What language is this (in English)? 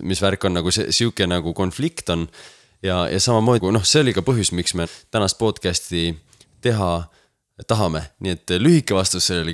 Estonian